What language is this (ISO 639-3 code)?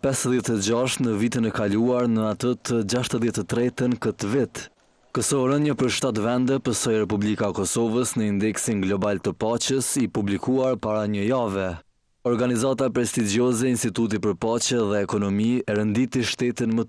sqi